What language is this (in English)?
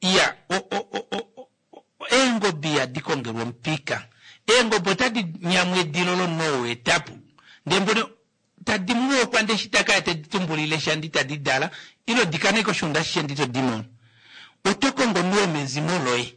Kuanyama